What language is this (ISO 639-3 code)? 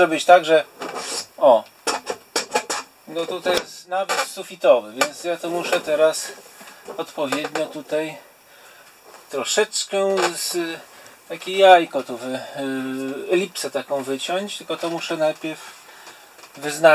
pol